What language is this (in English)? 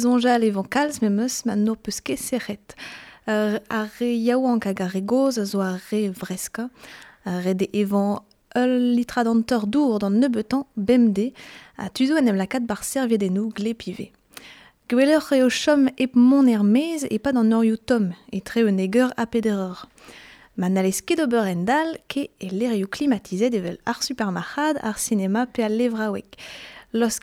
Breton